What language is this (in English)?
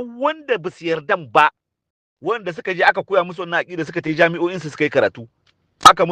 Hausa